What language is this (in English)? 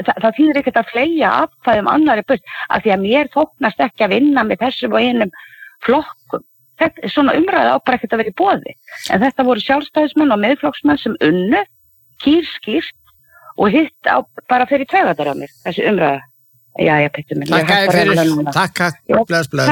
Icelandic